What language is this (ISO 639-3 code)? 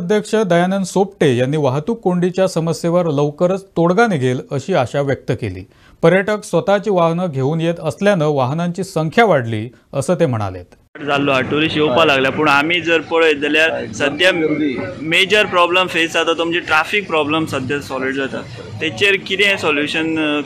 mar